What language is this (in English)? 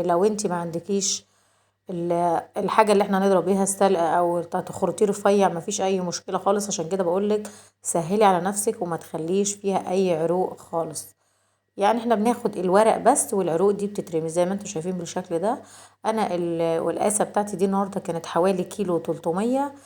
Egyptian Arabic